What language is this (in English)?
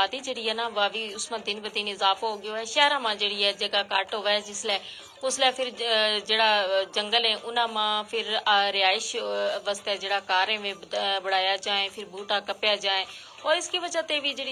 Gujari